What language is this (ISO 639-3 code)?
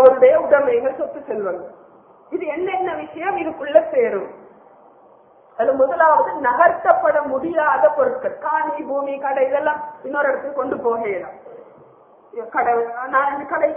tam